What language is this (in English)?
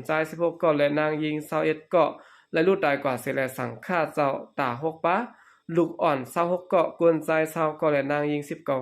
Shan